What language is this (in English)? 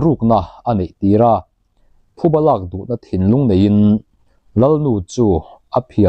Mizo